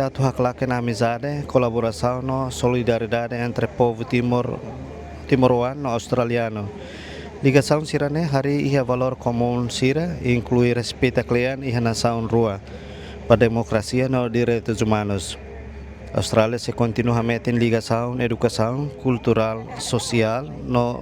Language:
Tetum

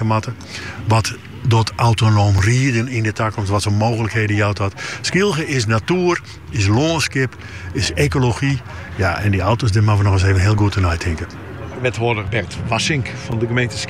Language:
Dutch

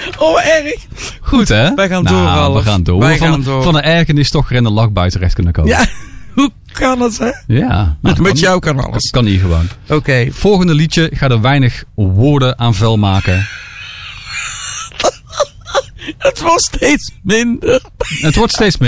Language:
Dutch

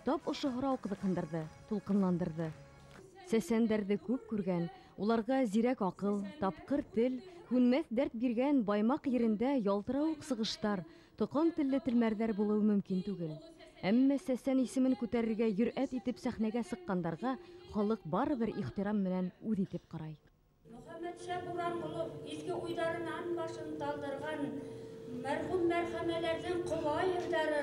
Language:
Bashkir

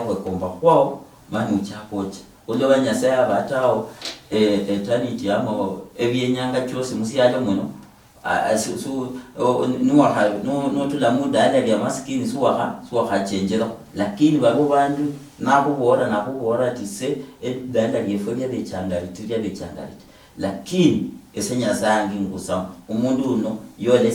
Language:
Luyia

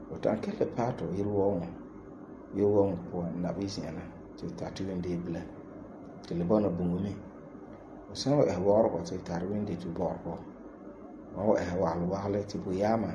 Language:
Frafra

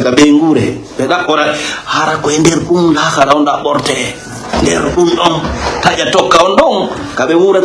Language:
Fula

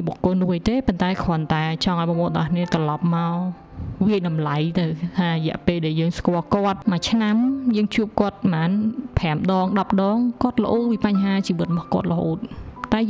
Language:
Khmer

